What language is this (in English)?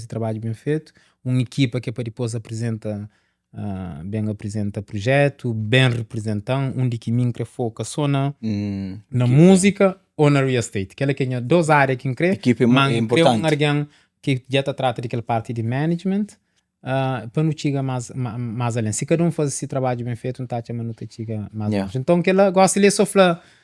Kabuverdianu